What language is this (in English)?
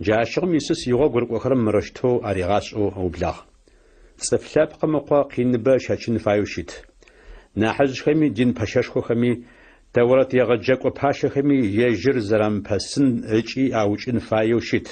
Adyghe